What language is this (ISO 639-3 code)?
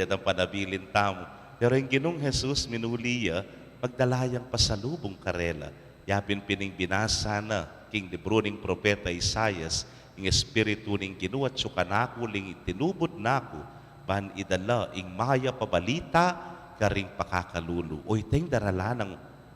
pam